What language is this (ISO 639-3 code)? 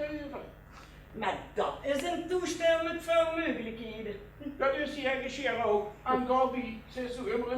lim